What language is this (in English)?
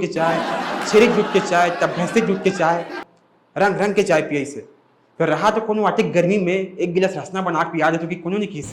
Chhattisgarhi